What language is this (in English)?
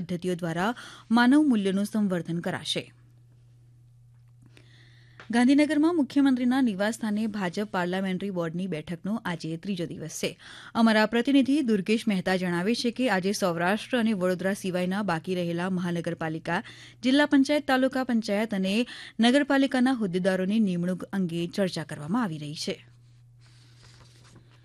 Gujarati